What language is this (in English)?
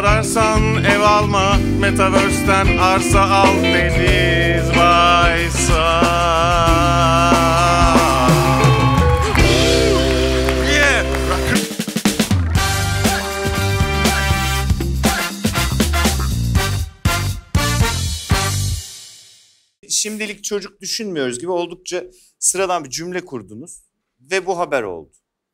Turkish